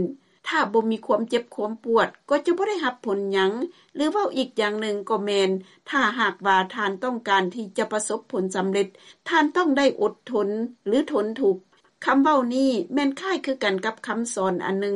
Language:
Lao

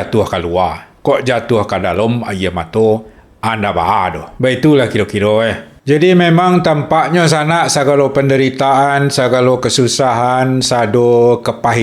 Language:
Minangkabau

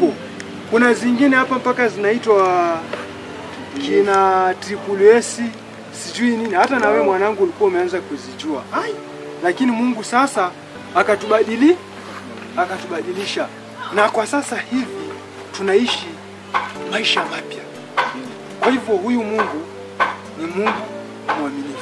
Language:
Swahili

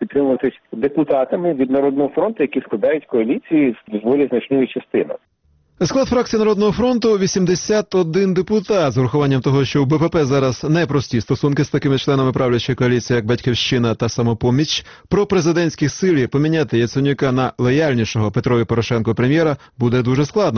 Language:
Ukrainian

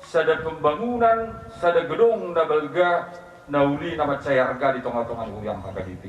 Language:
Batak Toba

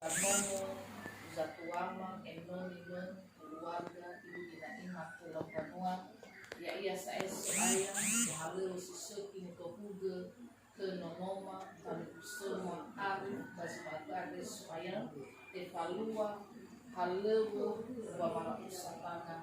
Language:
Nias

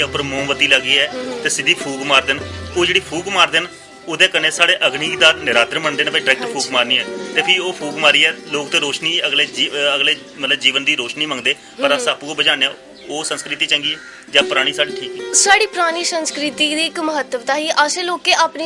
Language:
Dogri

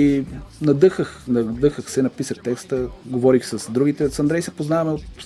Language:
Bulgarian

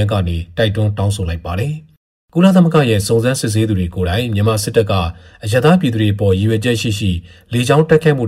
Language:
Burmese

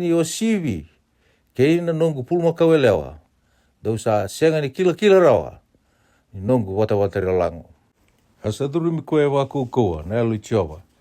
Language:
Fijian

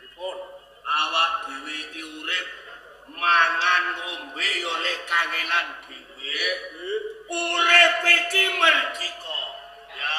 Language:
Javanese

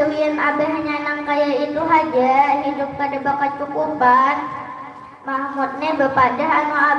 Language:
Banjar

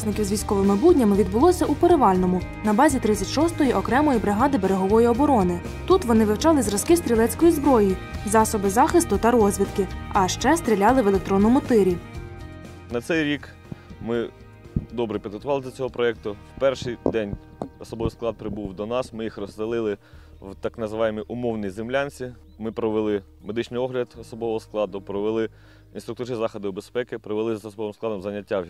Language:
Ukrainian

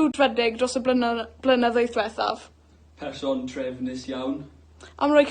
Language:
Welsh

